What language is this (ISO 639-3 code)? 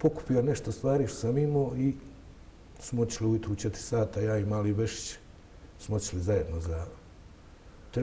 bos